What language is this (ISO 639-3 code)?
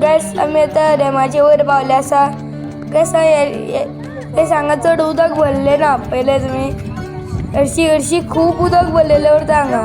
kok